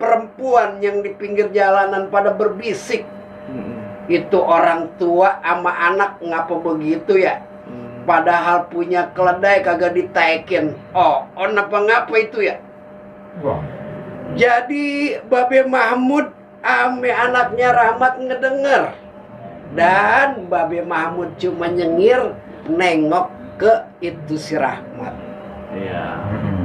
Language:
Betawi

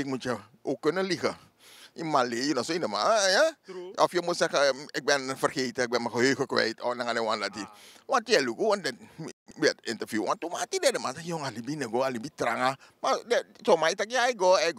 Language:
Sranan Tongo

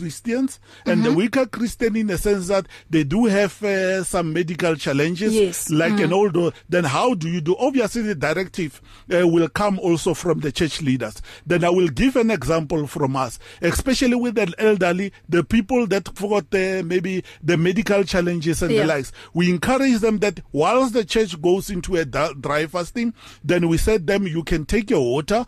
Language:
English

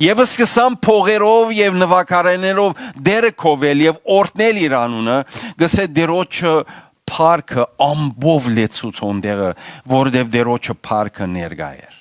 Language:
Western Armenian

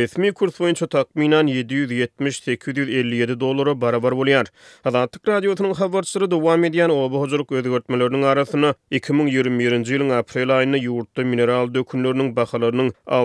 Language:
Turkmen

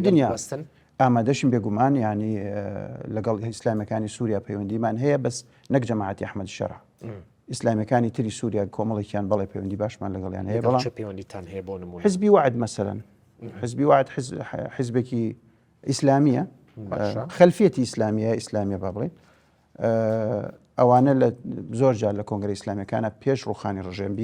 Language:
Central Kurdish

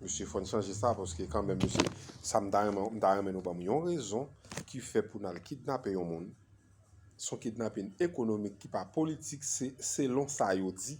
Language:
Haitian Creole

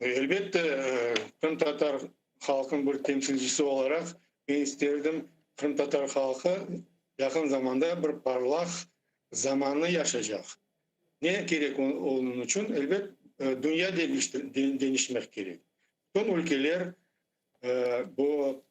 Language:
Crimean Tatar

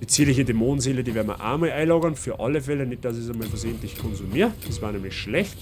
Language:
Bavarian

